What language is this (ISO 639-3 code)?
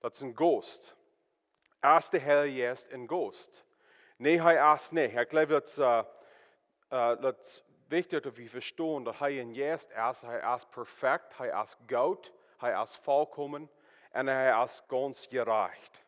pdt